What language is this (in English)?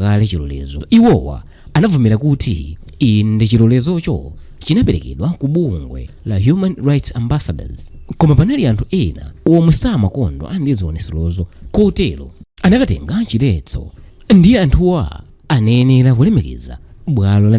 Nyanja